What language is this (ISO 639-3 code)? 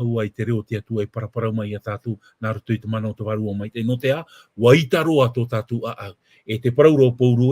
tah